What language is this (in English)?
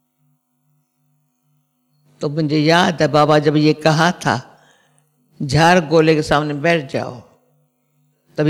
Hindi